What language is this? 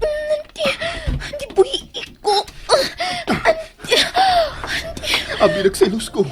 Cebuano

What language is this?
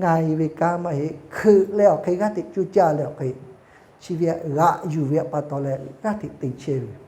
Lahu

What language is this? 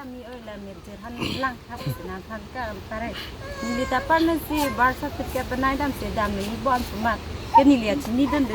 Karbi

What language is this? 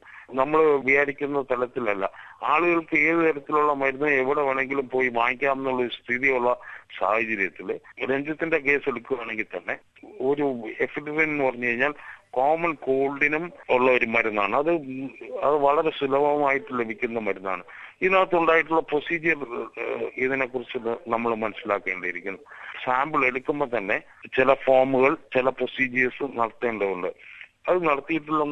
Malayalam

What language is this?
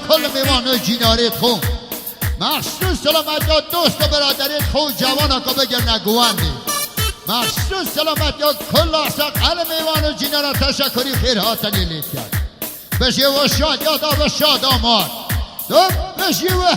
Kurdish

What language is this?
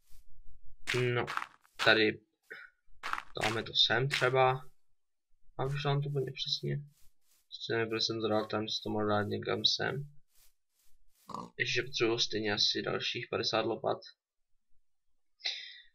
Czech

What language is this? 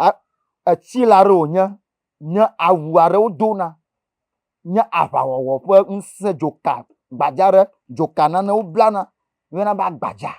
Ewe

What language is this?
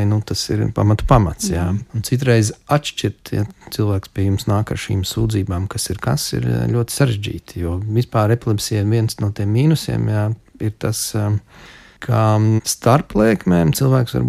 Latvian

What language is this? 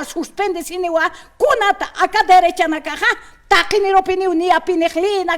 Aymara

